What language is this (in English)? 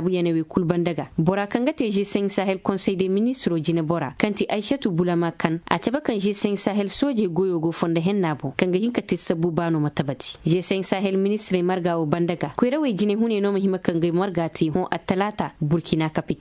Koyraboro Senni